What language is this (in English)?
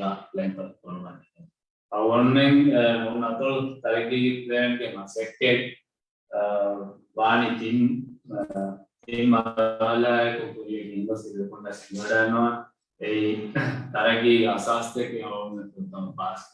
Divehi